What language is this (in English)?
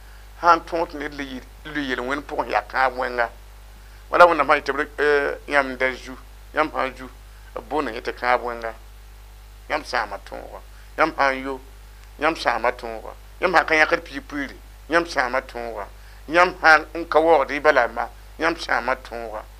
Mossi